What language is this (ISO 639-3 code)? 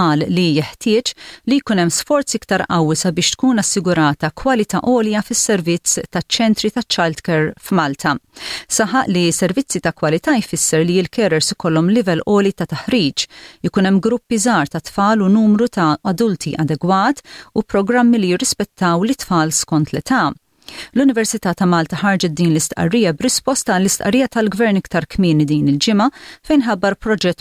mlt